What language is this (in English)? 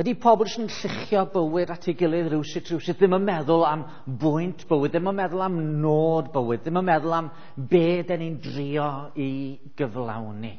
Welsh